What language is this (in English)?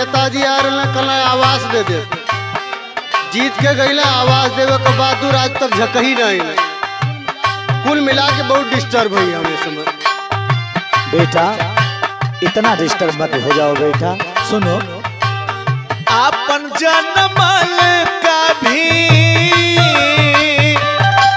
Bhojpuri